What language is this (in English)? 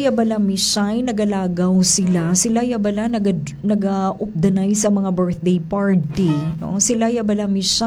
Hiligaynon